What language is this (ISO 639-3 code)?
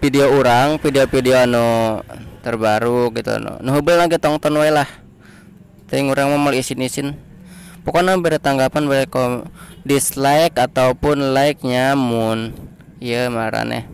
sun